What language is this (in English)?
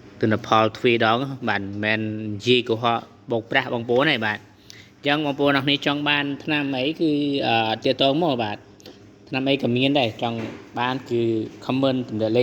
Khmer